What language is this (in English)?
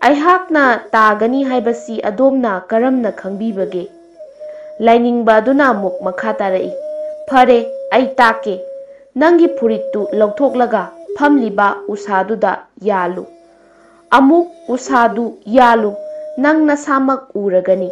Manipuri